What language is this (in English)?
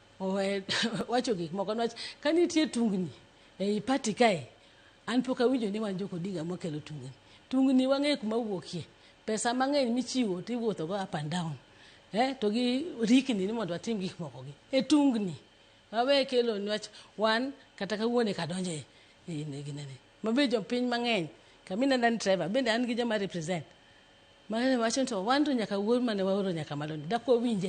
Luo (Kenya and Tanzania)